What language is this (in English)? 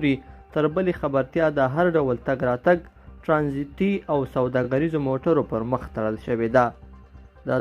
Pashto